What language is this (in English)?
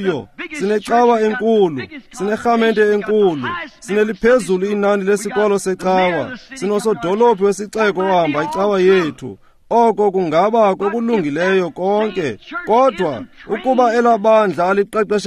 Xhosa